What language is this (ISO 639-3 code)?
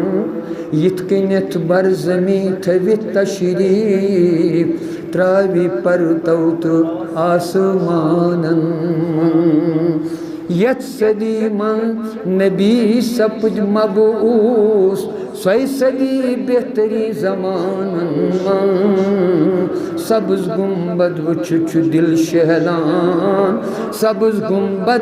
kas